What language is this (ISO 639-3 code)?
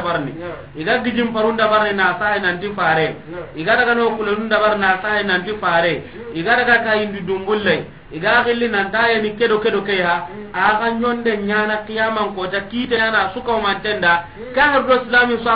snk